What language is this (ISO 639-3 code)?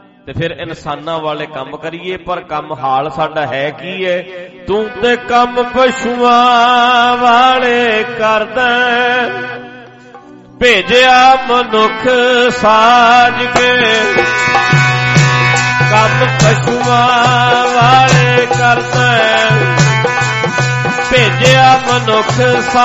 pan